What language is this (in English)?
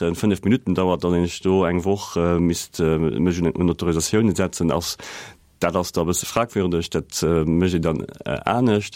Luxembourgish